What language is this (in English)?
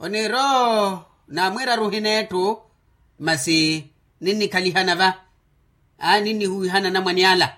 Makhuwa